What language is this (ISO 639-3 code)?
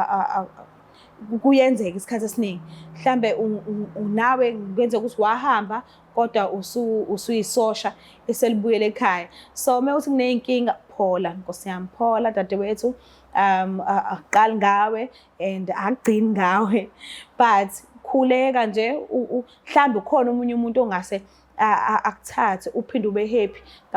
zul